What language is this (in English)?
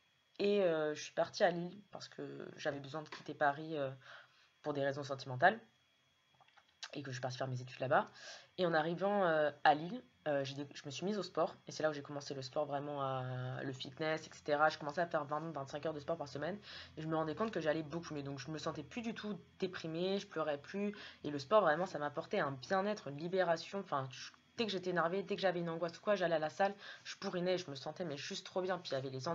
French